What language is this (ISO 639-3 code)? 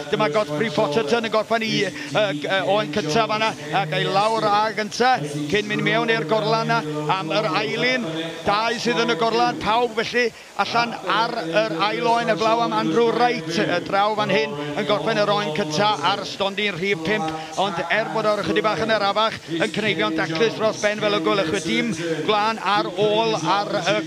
cym